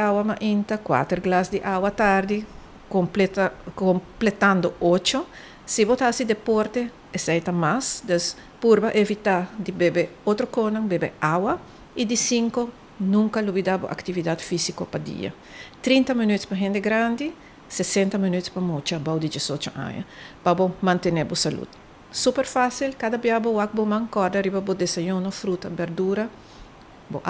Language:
Papiamento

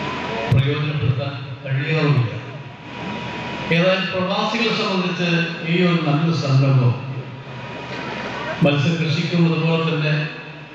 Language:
Malayalam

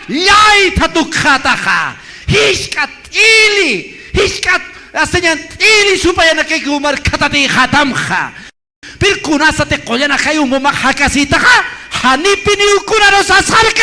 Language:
Aymara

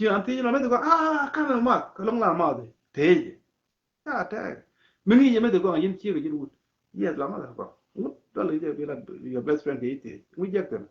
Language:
Nuer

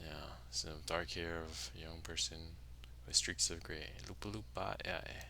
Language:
Hawaiian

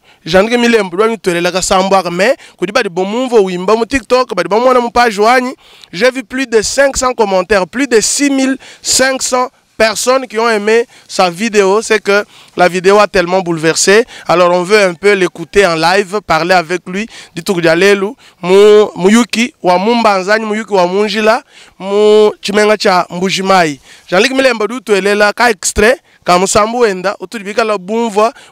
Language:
Luba-Lulua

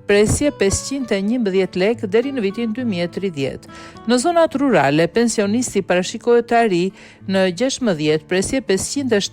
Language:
Albanian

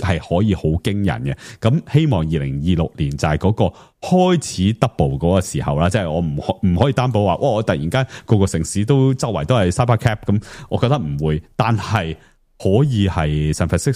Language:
Cantonese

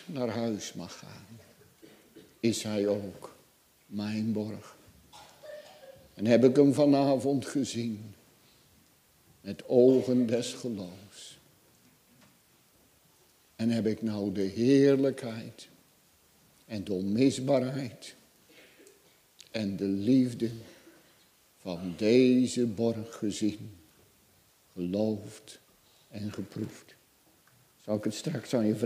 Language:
Dutch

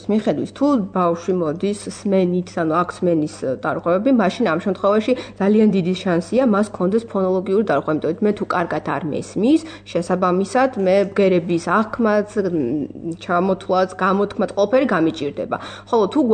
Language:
Georgian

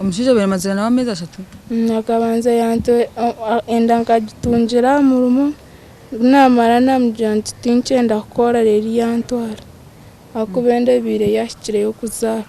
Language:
Nyankole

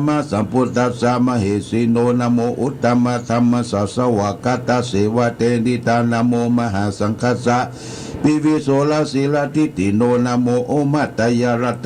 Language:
Pali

